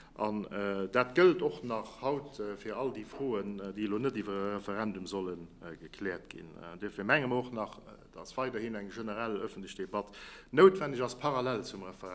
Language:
Luxembourgish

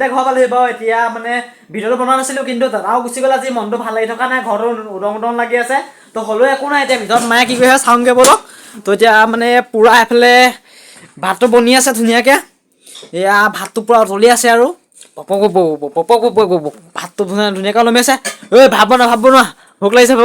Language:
Assamese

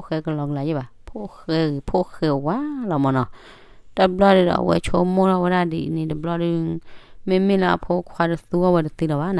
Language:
S'gaw Karen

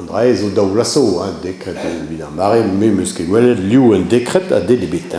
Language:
Breton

